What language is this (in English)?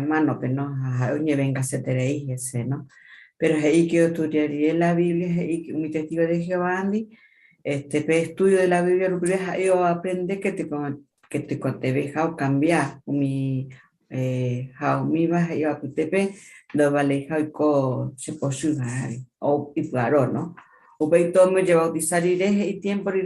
Guarani